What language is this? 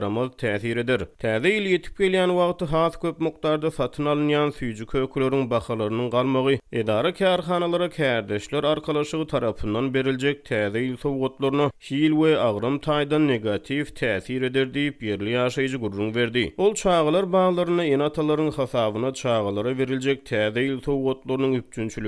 Turkmen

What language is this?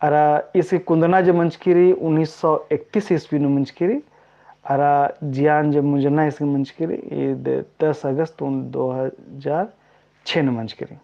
Kurukh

